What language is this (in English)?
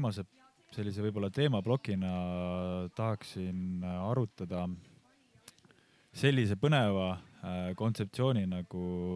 Estonian